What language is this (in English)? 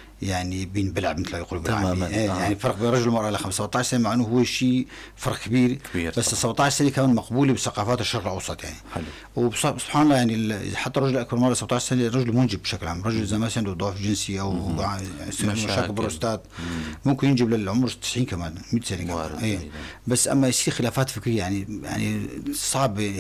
North Levantine Arabic